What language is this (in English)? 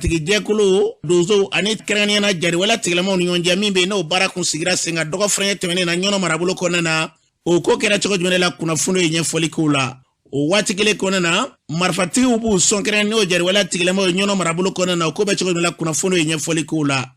Bambara